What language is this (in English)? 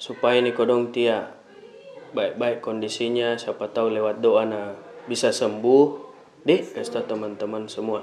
Makassar Malay